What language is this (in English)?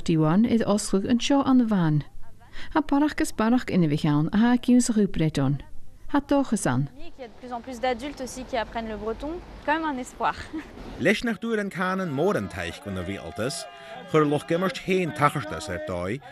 Scottish Gaelic